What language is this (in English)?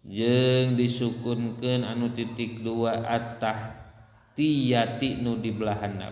Sundanese